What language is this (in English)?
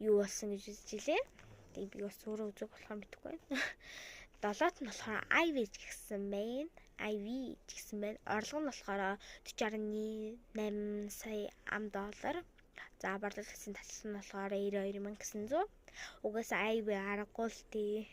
Mongolian